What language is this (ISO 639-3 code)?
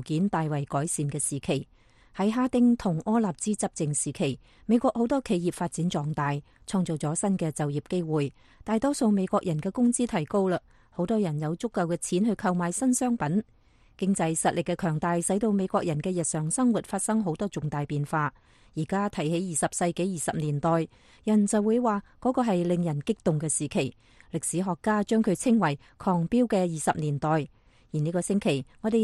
yue